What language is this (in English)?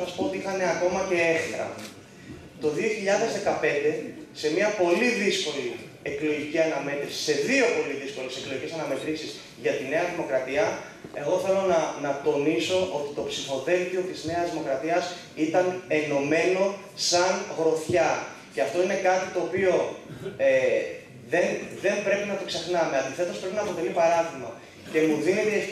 Greek